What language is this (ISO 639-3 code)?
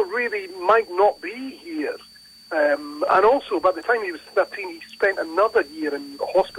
eng